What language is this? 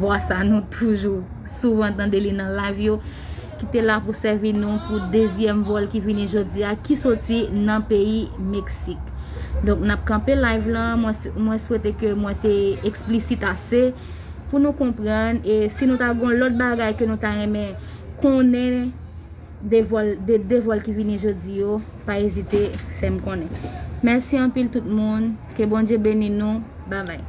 Haitian Creole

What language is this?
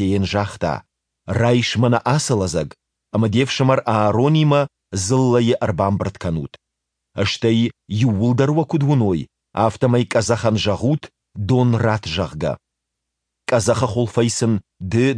Ossetic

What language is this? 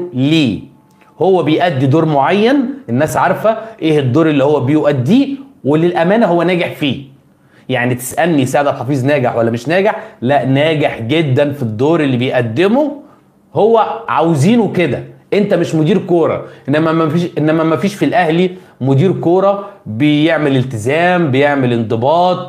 Egyptian Arabic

